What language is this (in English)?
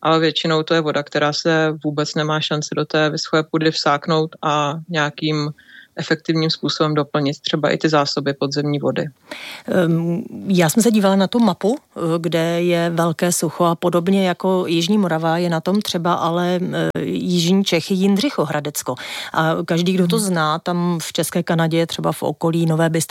Czech